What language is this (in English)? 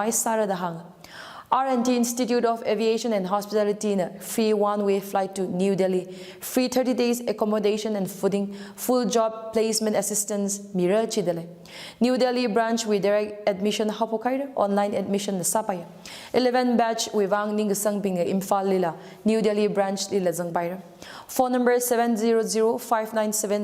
Tangkhul Naga (India)